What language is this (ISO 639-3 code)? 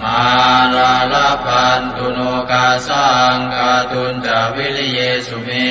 pli